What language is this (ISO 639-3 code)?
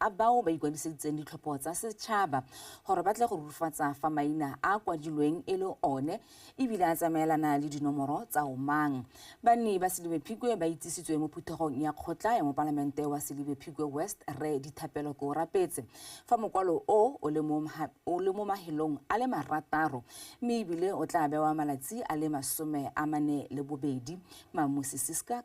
tsn